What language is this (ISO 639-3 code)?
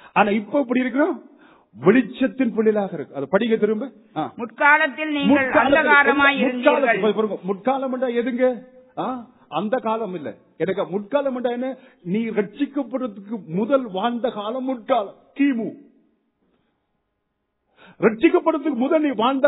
tam